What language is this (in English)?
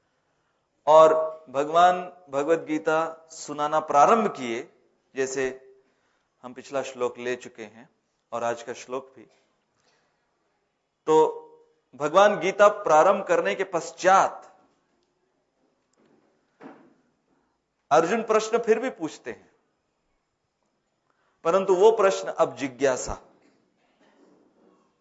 Hindi